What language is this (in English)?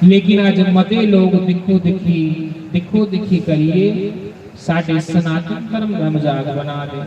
Dogri